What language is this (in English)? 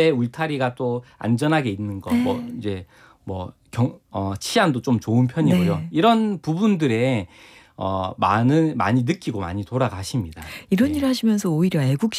Korean